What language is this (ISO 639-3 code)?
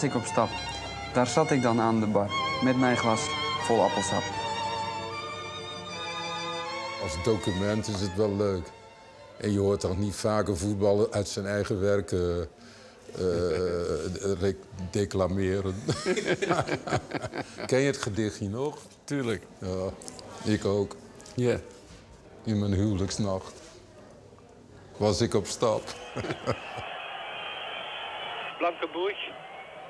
nld